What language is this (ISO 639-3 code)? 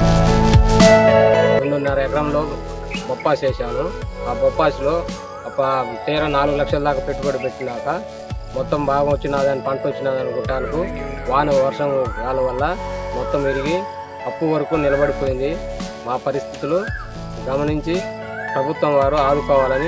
tel